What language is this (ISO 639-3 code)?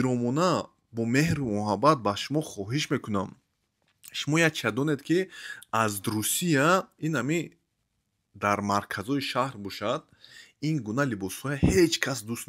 tgk